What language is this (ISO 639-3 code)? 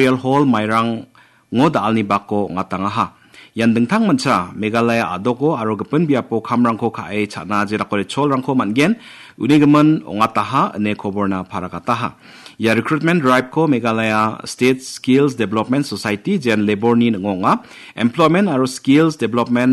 grt